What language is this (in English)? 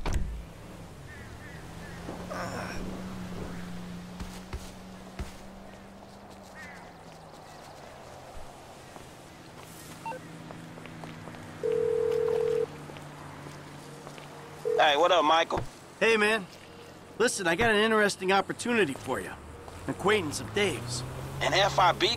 English